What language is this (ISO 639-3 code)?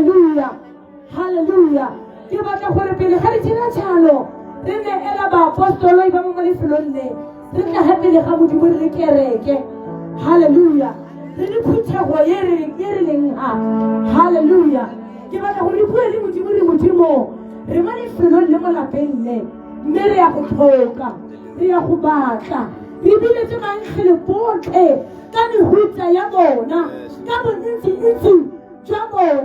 tsn